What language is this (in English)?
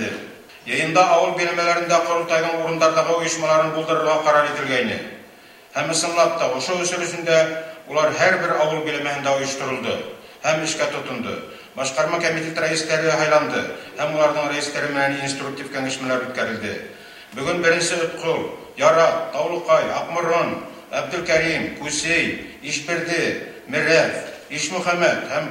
Bashkir